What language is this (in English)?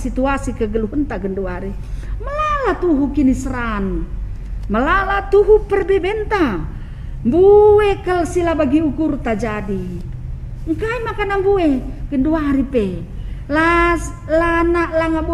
Batak Karo